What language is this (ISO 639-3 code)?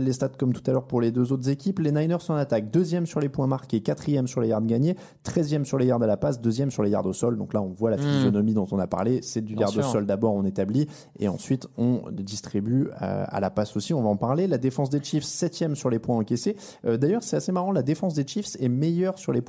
fra